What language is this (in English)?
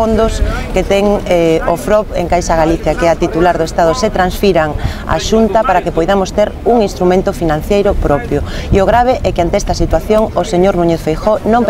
Galician